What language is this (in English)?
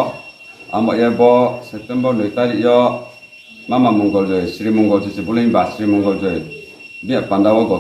Riang (India)